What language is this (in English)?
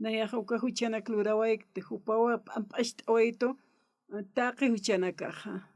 Aymara